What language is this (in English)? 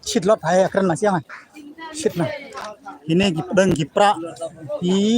Khasi